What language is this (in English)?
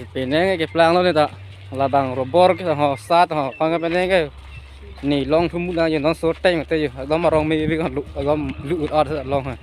Karbi